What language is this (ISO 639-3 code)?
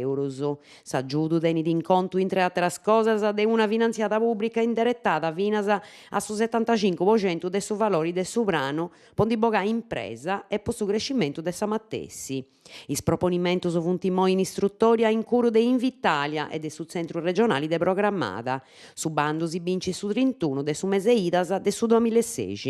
srd